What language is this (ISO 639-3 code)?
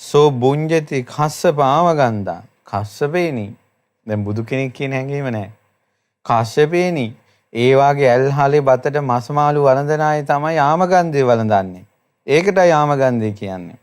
sin